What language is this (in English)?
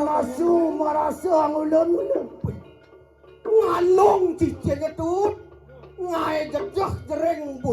Balinese